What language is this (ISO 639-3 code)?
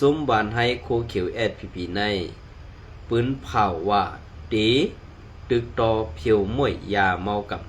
shn